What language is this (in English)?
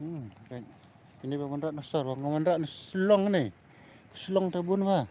Khasi